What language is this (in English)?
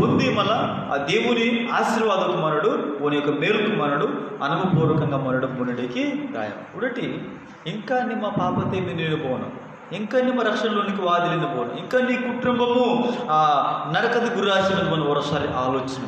Koya